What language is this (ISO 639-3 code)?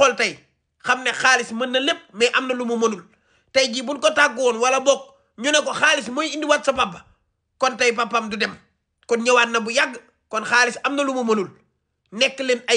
wol